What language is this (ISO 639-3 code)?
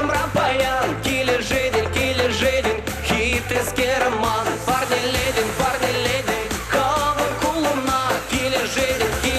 chv